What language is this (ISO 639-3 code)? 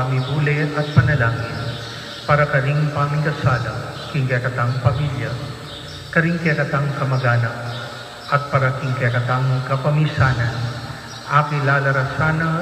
pam